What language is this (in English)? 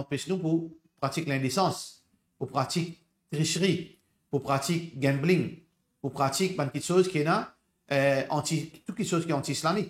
Morisyen